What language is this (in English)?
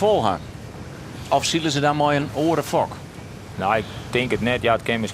Western Frisian